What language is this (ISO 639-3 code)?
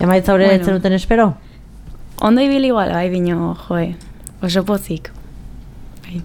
eus